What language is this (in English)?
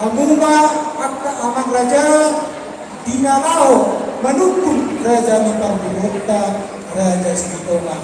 Batak Toba